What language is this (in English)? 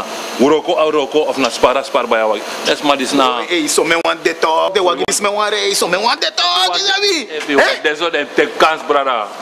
Sranan Tongo